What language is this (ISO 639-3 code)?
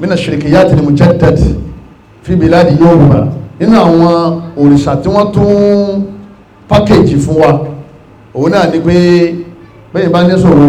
yor